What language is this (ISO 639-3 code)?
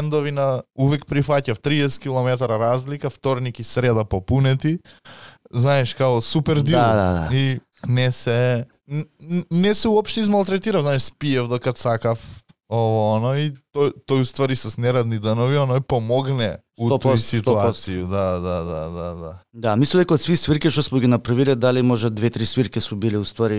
mkd